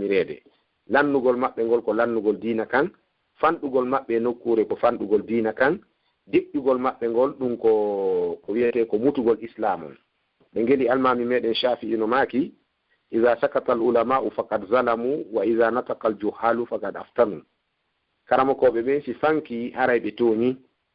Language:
Fula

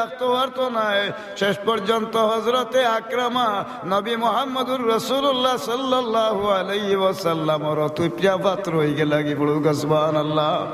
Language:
Sylheti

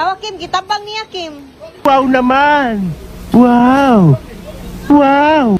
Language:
Cebuano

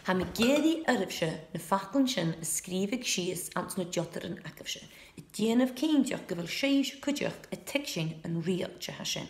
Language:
Scottish Gaelic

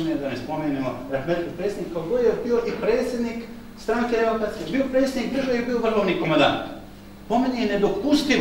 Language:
Bosnian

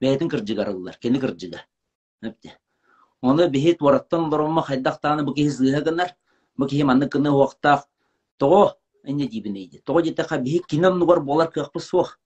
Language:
Yakut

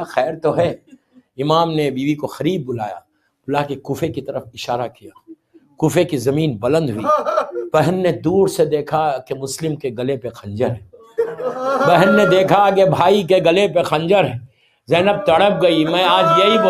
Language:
Urdu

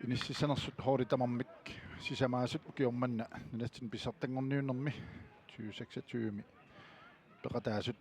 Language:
Kalaallisut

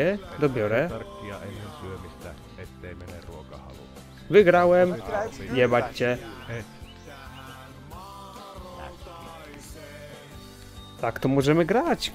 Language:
Polish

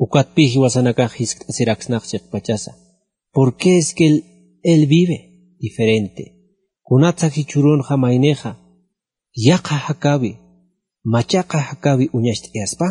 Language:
Aymara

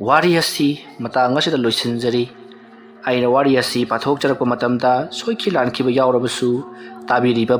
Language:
Manipuri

